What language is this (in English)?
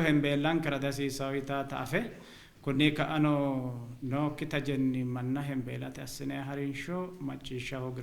Sidamo